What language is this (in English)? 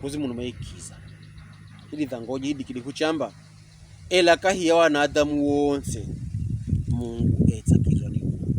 Pokomo